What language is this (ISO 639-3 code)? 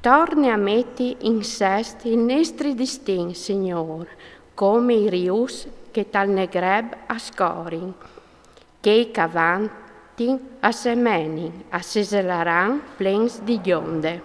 fur